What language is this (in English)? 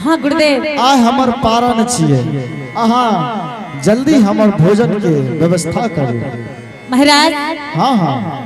Angika